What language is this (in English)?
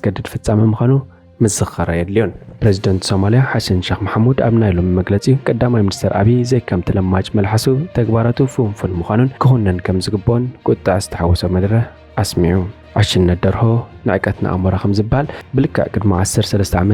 Tigrinya